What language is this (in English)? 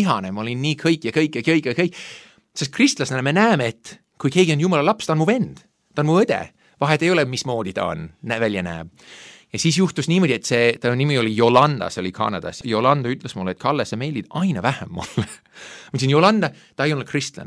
Estonian